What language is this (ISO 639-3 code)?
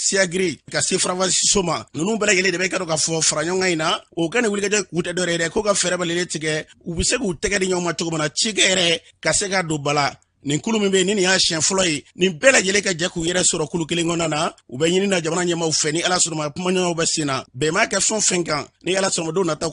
bam